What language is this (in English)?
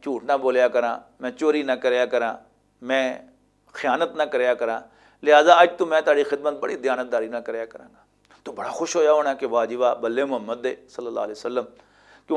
Western Panjabi